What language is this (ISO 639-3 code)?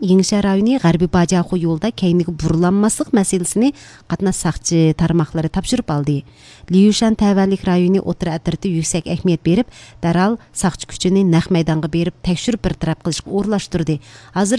uig